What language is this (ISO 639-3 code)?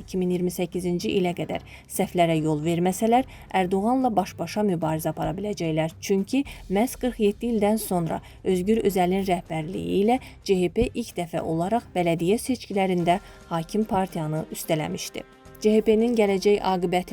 aze